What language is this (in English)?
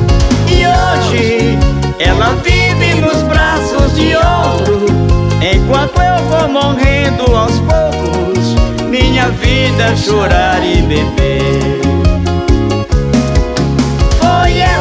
Portuguese